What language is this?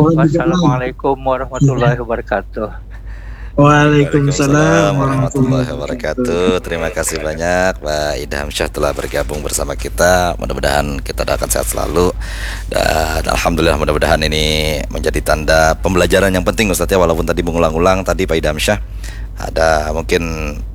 Banjar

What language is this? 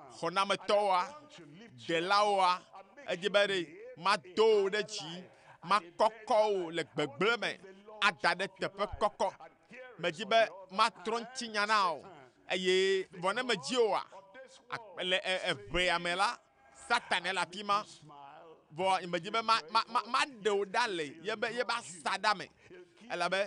Ewe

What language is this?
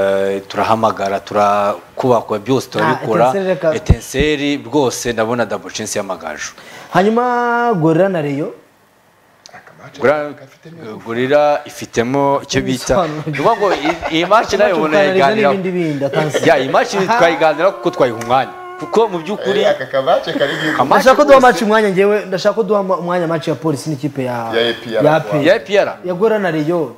Kinyarwanda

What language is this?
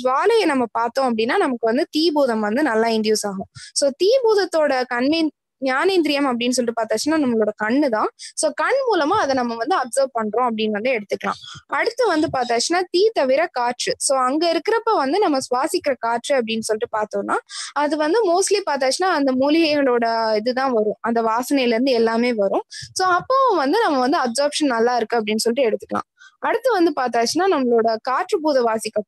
Tamil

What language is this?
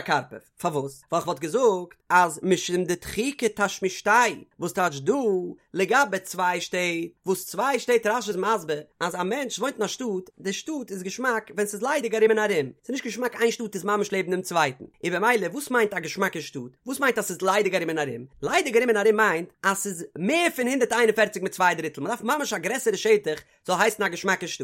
Yiddish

